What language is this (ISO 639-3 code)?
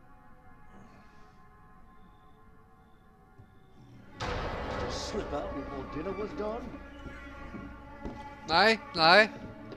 dan